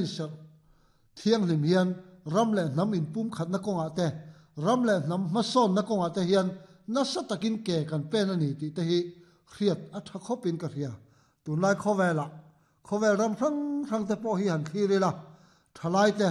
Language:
Mizo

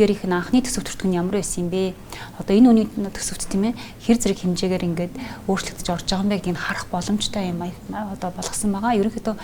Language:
Mongolian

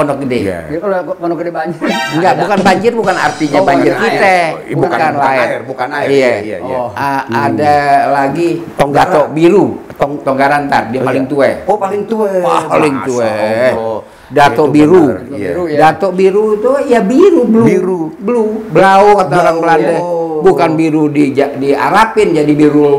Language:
Betawi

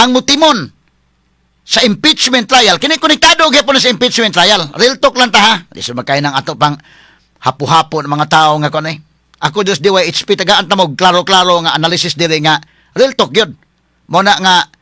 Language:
Cebuano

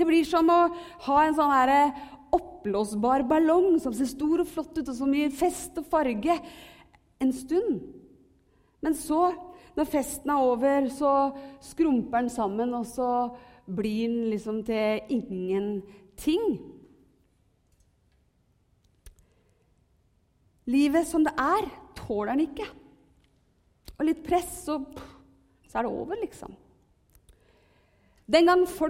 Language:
Norwegian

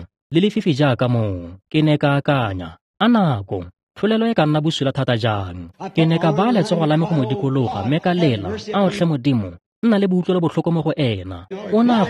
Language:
Tswana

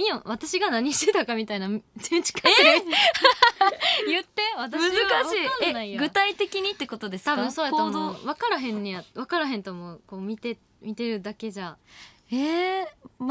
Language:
Japanese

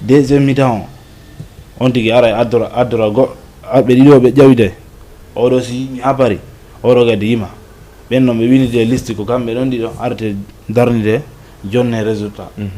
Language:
Fula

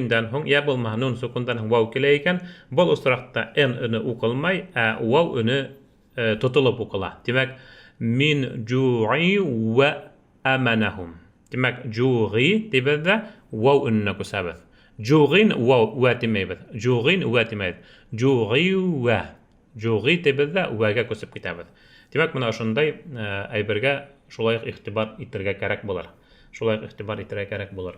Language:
Bashkir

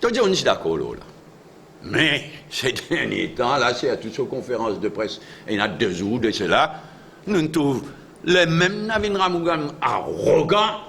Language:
Morisyen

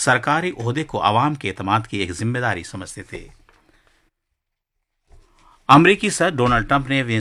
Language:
Urdu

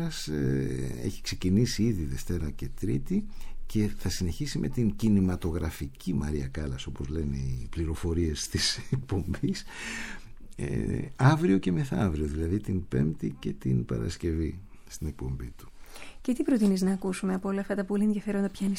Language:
Greek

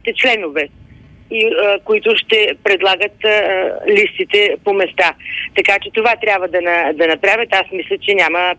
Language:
Bulgarian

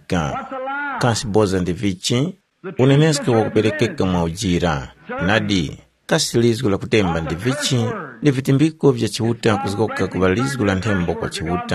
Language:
Tumbuka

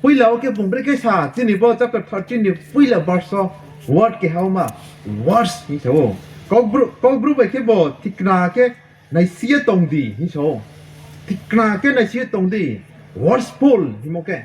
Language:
Riang (India)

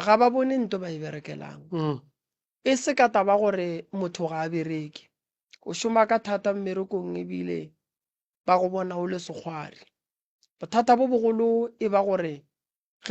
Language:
Northern Sotho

